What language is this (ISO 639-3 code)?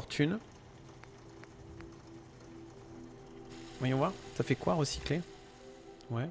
fra